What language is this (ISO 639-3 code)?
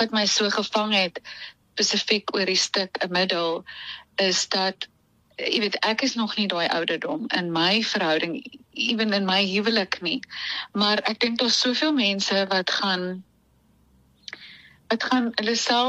afr